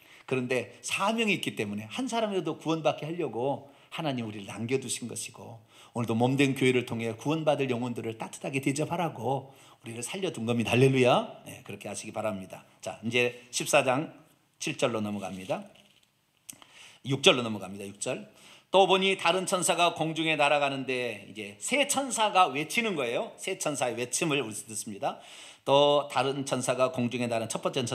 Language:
Korean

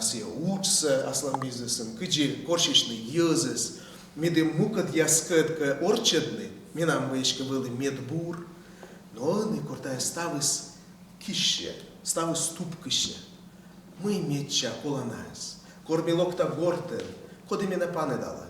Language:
Komi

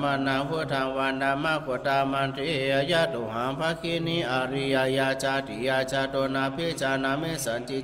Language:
Pali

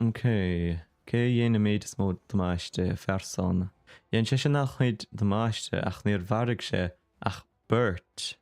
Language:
Irish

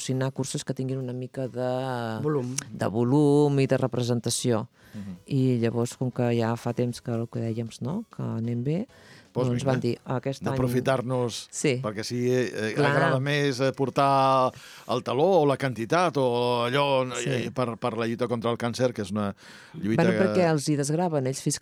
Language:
Catalan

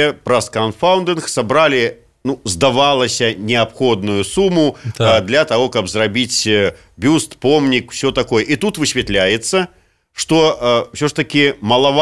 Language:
Belarusian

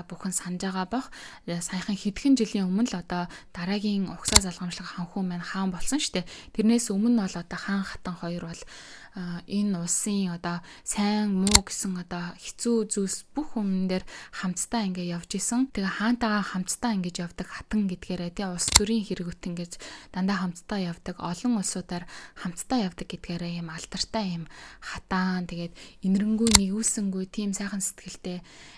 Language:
Mongolian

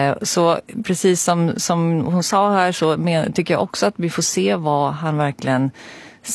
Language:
Swedish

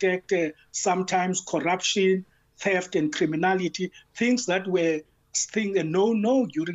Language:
English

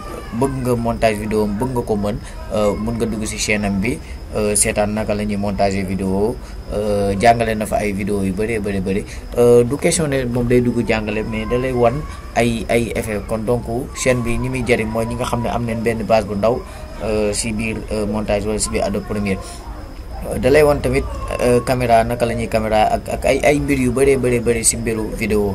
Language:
Wolof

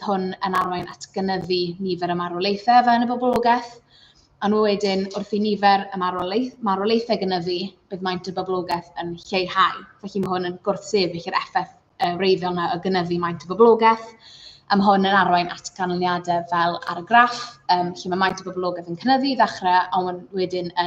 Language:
Welsh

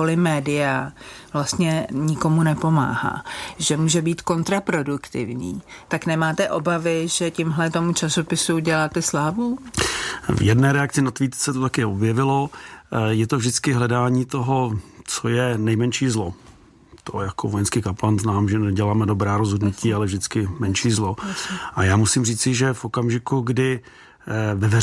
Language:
Czech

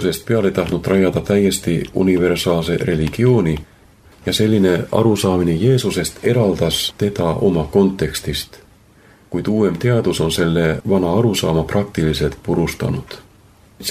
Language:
Estonian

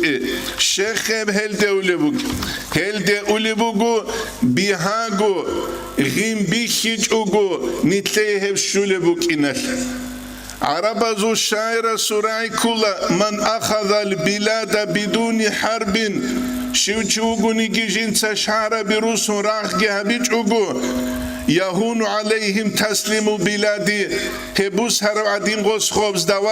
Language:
Avaric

